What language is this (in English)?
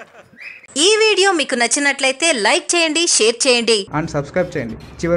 Telugu